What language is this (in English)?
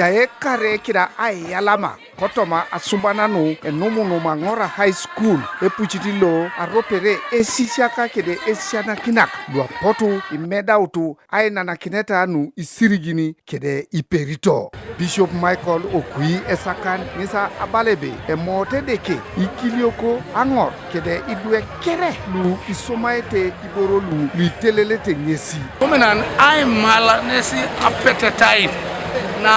Teso